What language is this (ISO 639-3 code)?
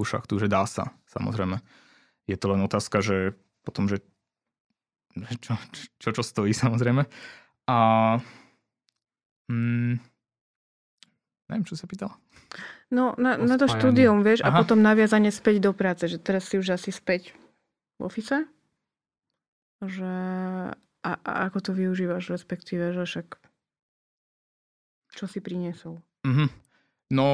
slk